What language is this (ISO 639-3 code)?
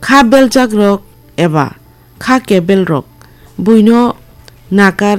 trp